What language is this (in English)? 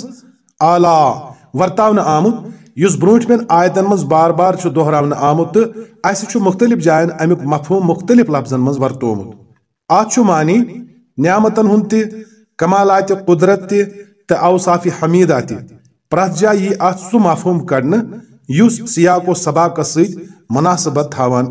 Kashmiri